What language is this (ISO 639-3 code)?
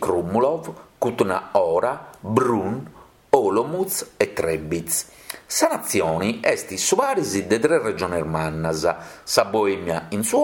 srd